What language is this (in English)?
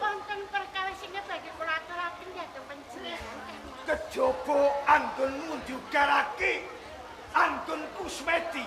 Javanese